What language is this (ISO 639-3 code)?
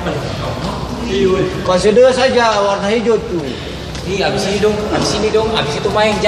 abs